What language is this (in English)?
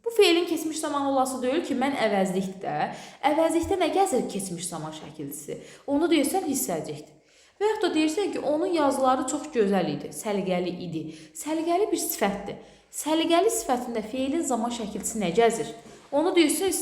Azerbaijani